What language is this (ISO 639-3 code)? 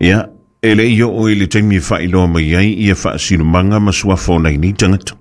smo